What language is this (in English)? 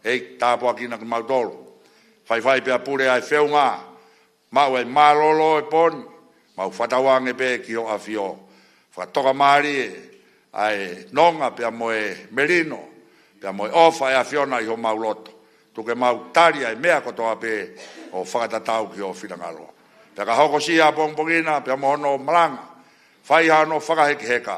Tongan